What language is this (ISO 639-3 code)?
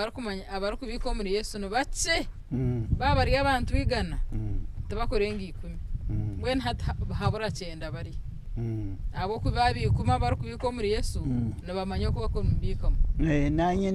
nyn